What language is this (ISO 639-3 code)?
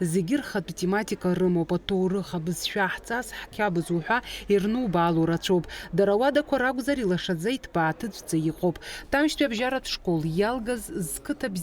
abk